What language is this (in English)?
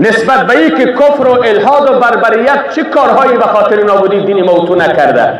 Persian